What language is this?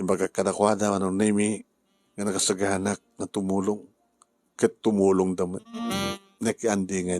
Iloko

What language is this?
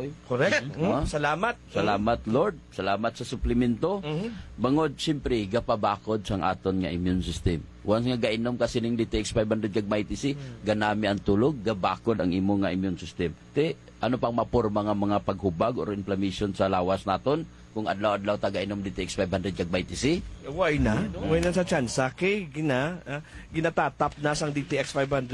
Hiligaynon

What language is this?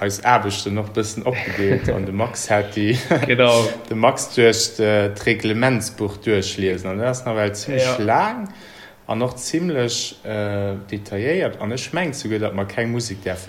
Luxembourgish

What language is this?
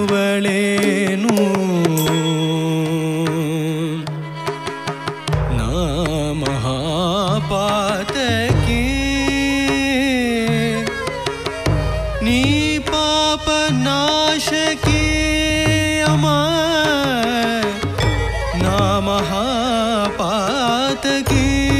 Kannada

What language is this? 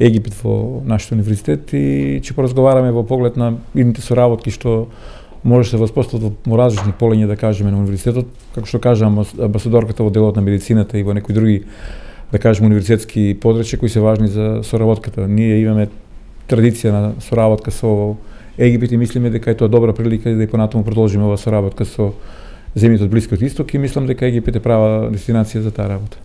Macedonian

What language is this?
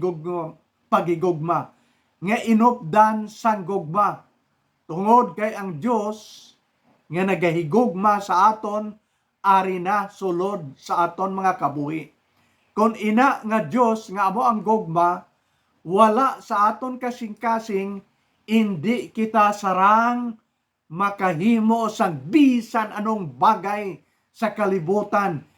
Hiligaynon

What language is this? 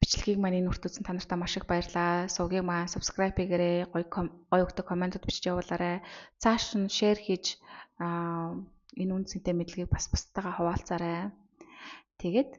Mongolian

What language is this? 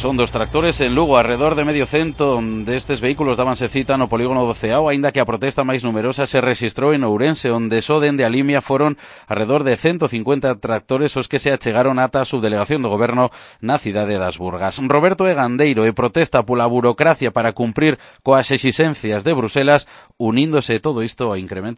Galician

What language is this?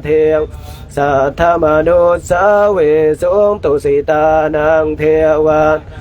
Pali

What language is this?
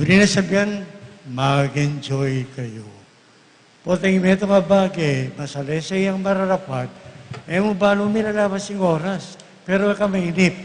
Pampanga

